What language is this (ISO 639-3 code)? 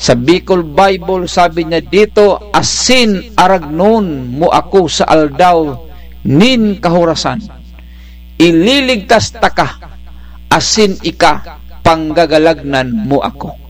bik